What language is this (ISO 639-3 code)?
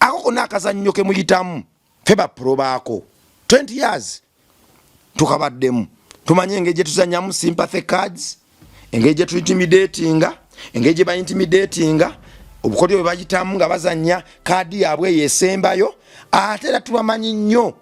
lug